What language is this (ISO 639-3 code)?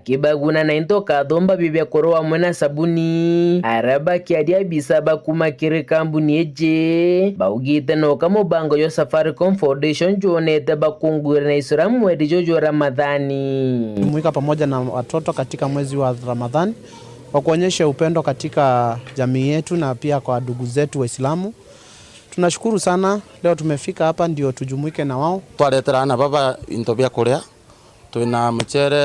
mer